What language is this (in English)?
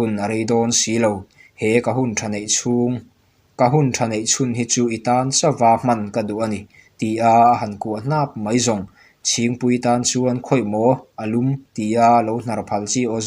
Mizo